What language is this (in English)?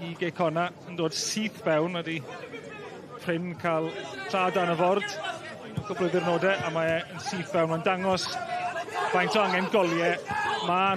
Welsh